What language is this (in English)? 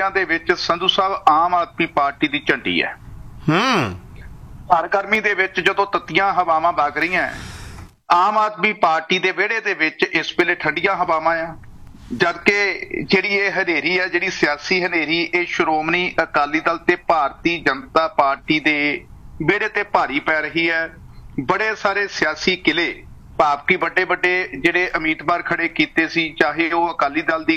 Punjabi